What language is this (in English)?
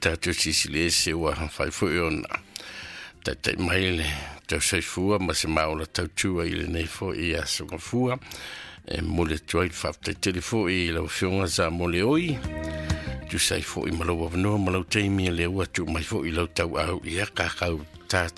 Samoan